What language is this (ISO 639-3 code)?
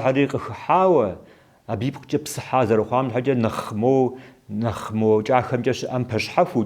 kbd